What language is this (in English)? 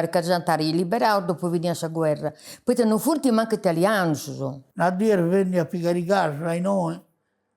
Sardinian